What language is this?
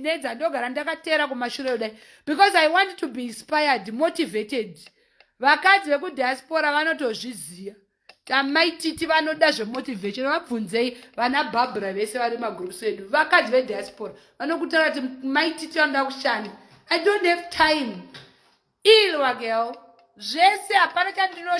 Shona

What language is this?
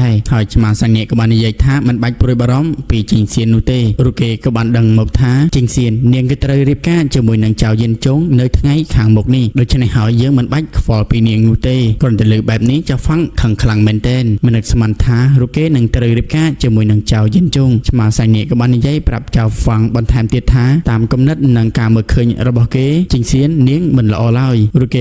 Khmer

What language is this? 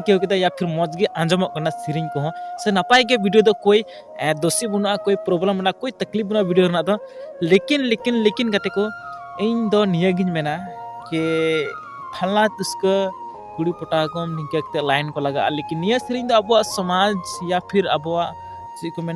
Santali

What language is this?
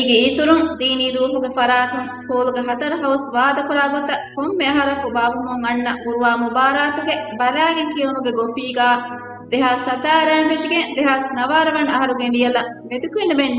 Divehi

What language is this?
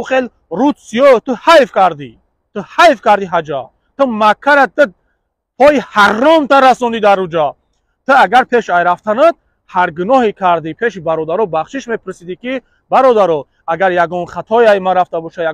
Tajik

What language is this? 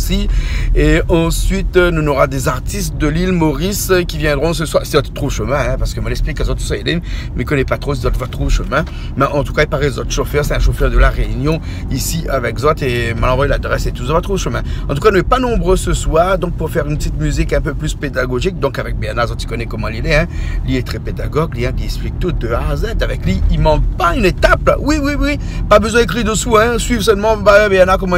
Réunion Creole French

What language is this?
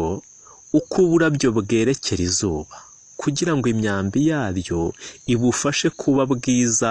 Kinyarwanda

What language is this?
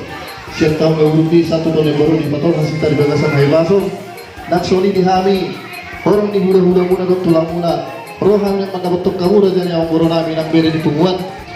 Batak Toba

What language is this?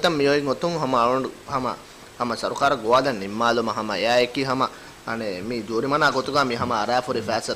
Divehi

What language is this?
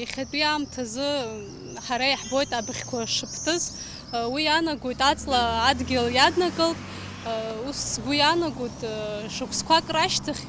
Abkhazian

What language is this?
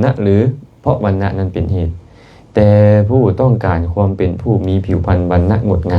Lao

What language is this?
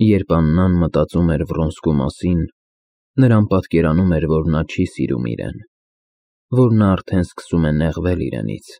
Armenian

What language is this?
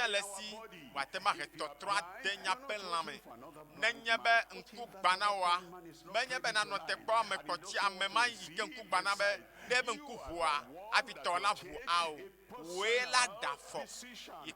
Ewe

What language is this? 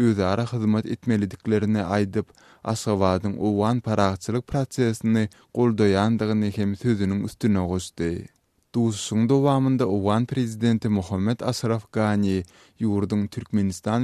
Turkmen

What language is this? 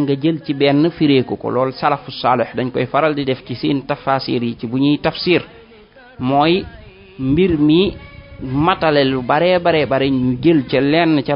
Wolof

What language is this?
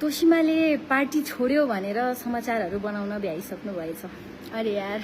Nepali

